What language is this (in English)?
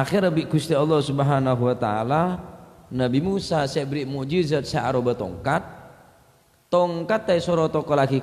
Madurese